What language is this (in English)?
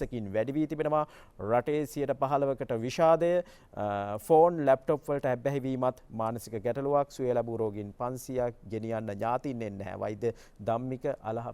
Sinhala